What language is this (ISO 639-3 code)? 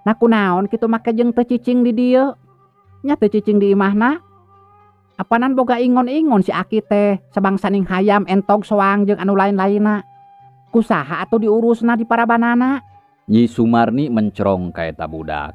sun